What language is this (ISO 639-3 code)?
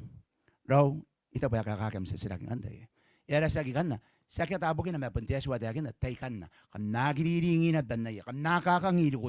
gil